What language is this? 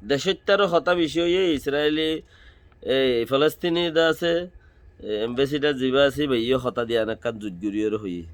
Rohingya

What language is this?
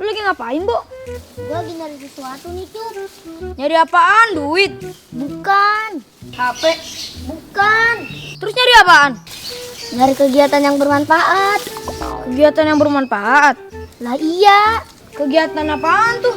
Betawi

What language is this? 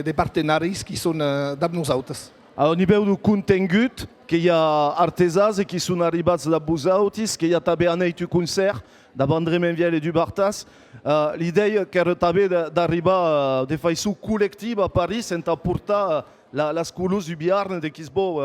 Occitan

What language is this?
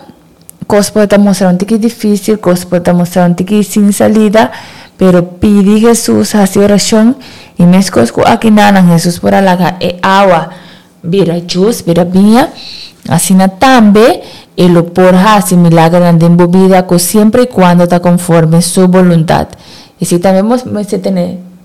Papiamento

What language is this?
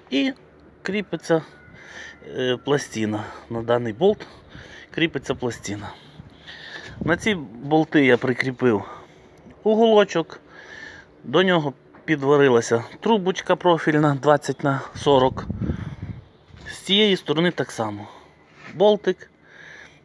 Ukrainian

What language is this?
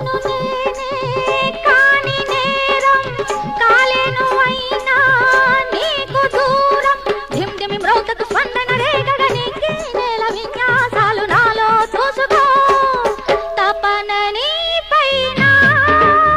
Telugu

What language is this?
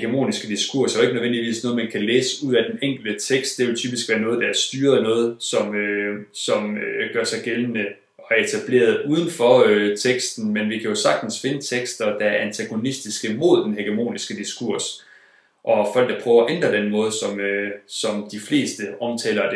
Danish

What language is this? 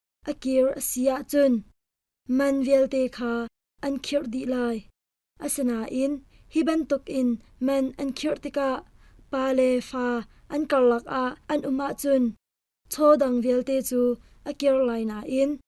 Hakha Chin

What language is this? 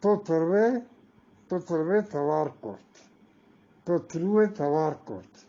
Eastern Balochi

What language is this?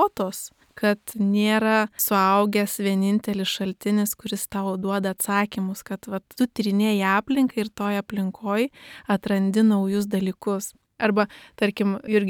Lithuanian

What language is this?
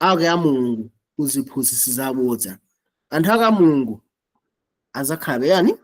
Nyanja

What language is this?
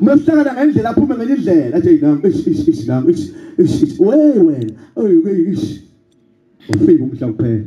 Zulu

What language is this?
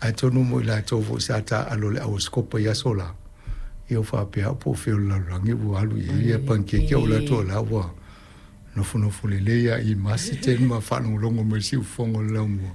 Samoan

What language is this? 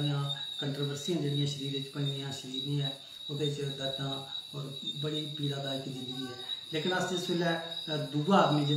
Dogri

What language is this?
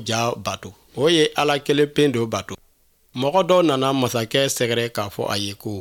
Bambara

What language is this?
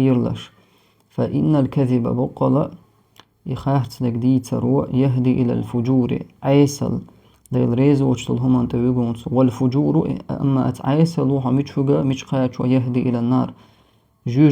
Chechen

